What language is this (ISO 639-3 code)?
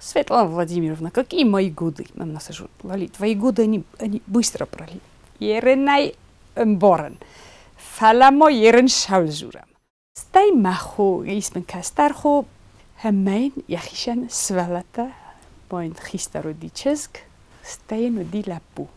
oss